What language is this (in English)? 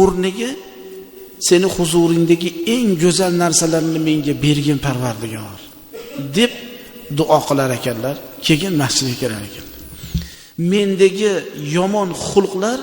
Uzbek